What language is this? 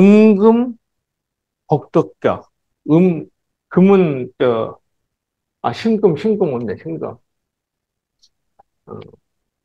Korean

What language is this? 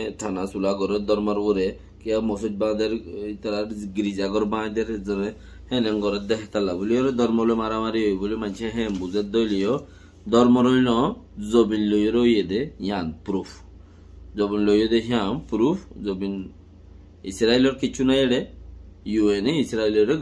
Rohingya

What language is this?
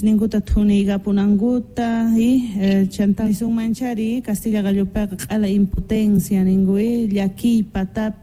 Quechua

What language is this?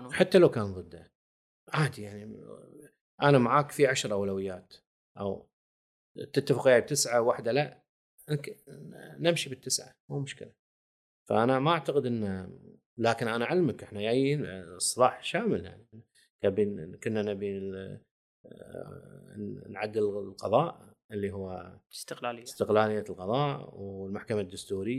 Gulf Arabic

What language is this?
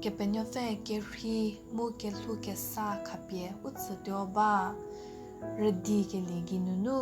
Angami Naga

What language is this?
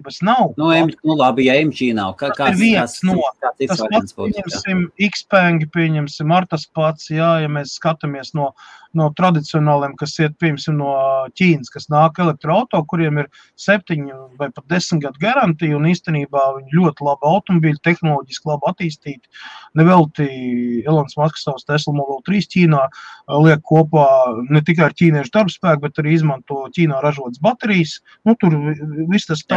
Latvian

